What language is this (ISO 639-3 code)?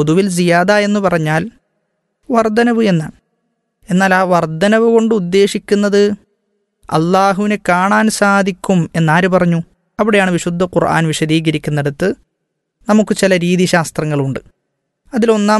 mal